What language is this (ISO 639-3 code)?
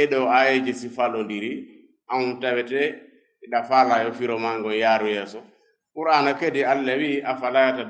ful